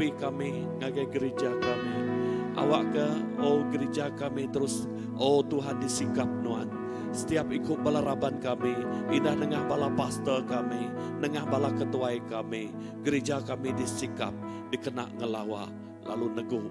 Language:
Iban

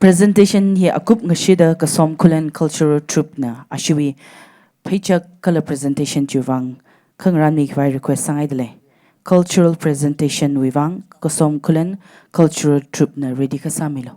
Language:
Tangkhul Naga (India)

